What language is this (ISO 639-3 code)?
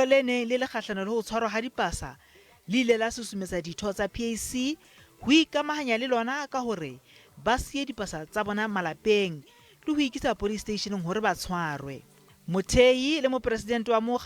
sot